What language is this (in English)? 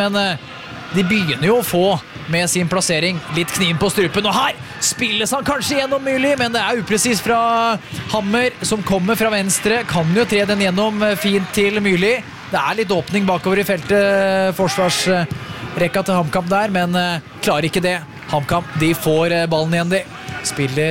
Norwegian